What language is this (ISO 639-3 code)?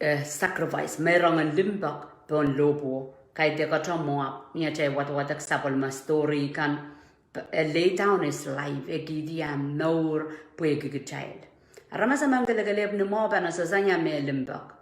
pon